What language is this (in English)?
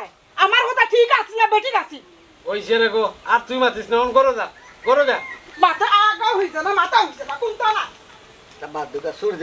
Sylheti